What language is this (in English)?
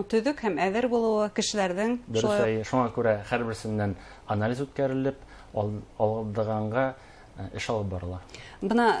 Bashkir